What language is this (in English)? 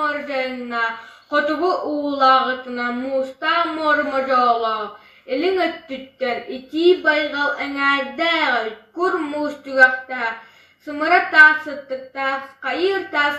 Yakut